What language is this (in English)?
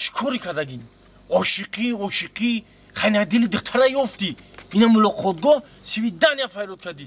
Tajik